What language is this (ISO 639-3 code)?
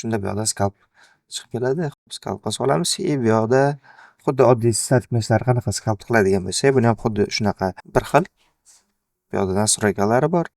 uzb